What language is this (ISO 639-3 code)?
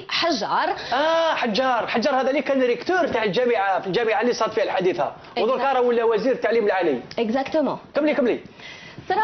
arq